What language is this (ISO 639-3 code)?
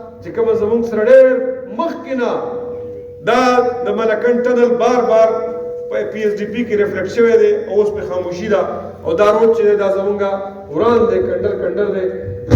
pus